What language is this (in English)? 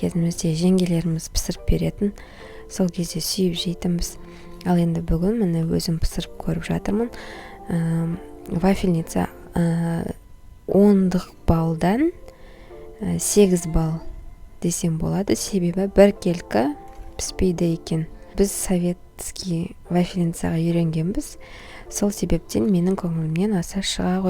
Kazakh